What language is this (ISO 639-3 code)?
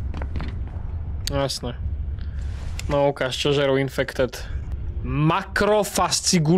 slk